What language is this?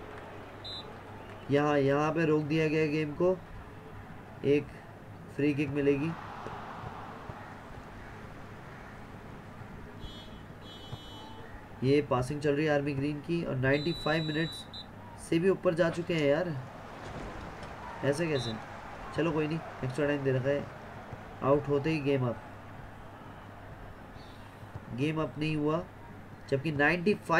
Hindi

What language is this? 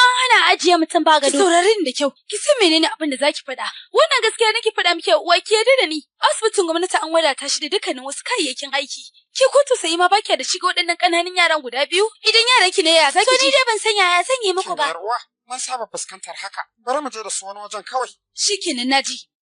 Hausa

